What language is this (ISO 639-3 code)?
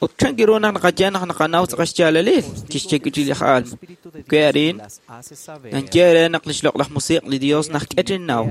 kek